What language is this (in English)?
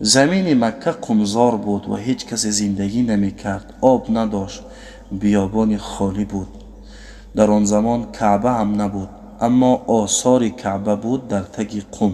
Tajik